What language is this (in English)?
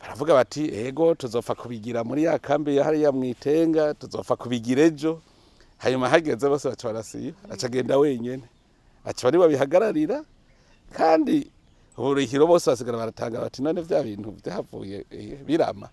Rundi